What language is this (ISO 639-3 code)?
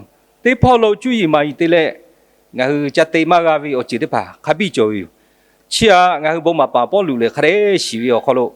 lhu